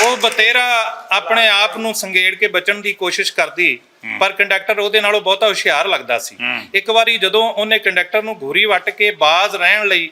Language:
Western Panjabi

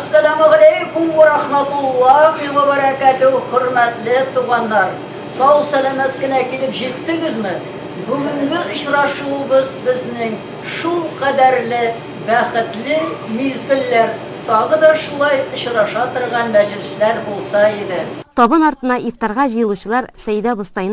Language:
Tatar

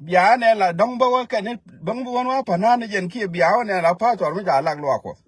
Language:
Nuer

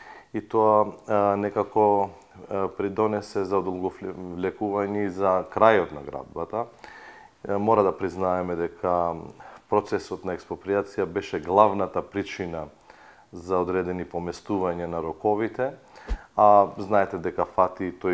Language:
Macedonian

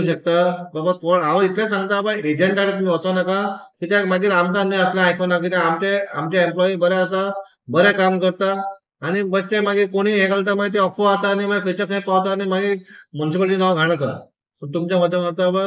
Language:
Konkani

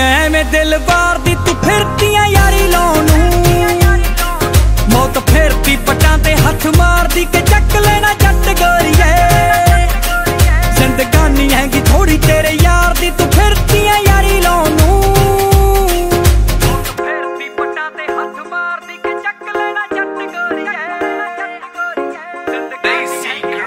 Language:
Punjabi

